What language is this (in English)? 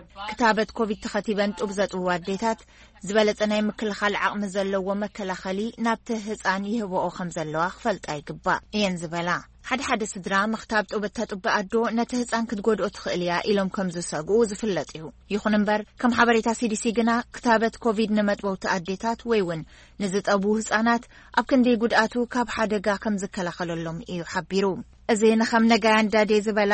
Tigrinya